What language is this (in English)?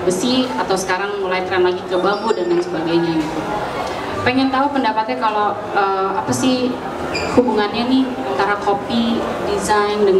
Indonesian